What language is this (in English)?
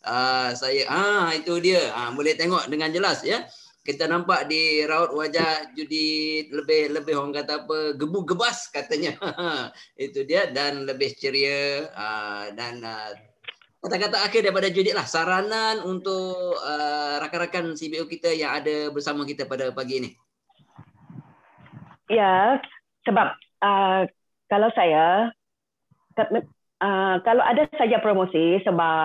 Malay